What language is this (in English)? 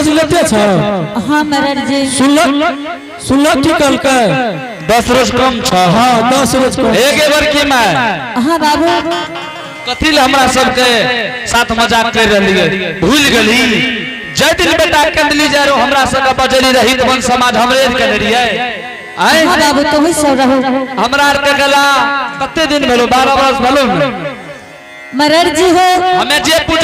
Angika